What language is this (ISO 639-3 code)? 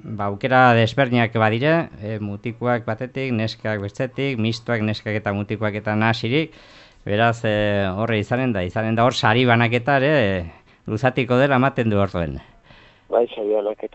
eus